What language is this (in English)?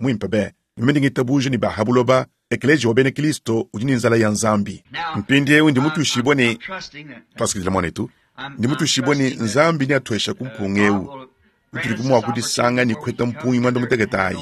Luba-Lulua